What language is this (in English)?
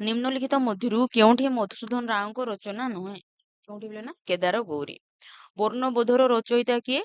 Odia